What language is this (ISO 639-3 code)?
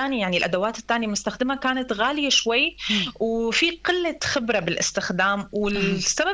apc